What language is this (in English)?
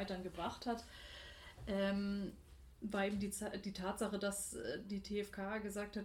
German